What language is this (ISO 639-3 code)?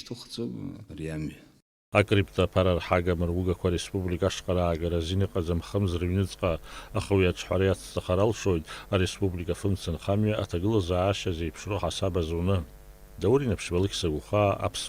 abk